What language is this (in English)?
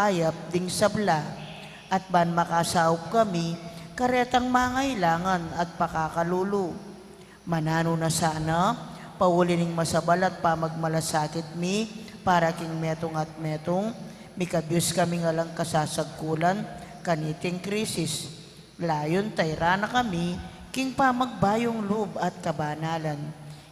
Pampanga